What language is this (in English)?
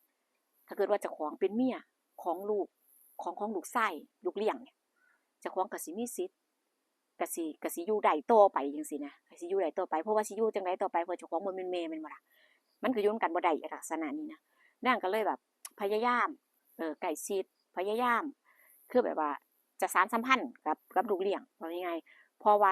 Northeastern Thai